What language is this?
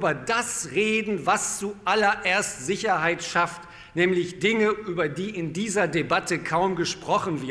German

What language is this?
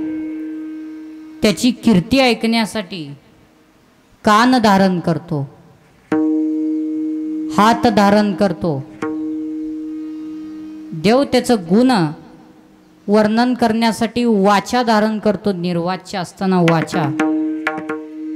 Marathi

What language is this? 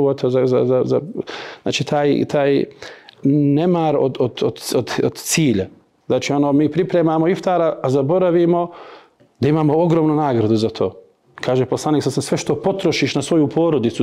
Bosnian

